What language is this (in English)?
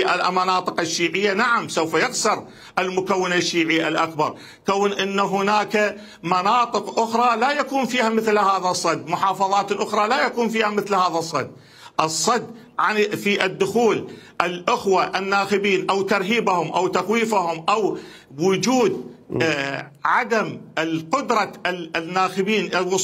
Mesopotamian Arabic